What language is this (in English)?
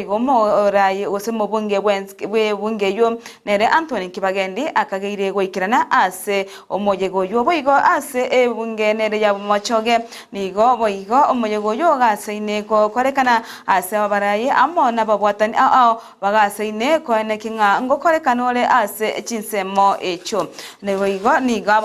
Gusii